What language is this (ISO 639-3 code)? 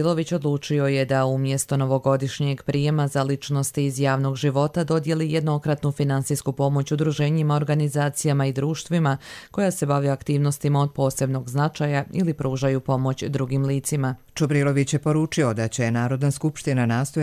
hrv